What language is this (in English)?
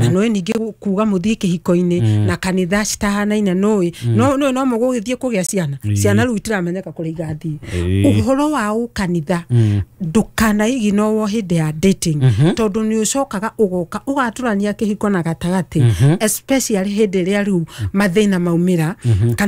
Kikuyu